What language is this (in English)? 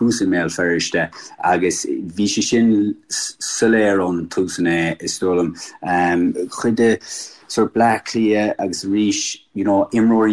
Irish